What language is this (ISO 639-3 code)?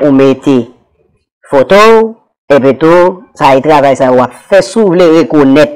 hat